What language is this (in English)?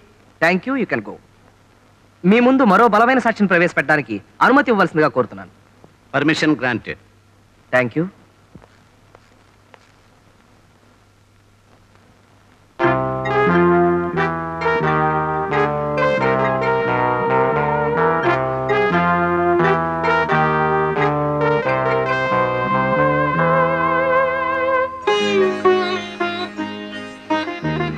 Telugu